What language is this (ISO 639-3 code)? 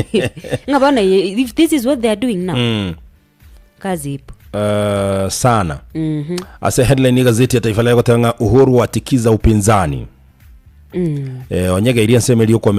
guz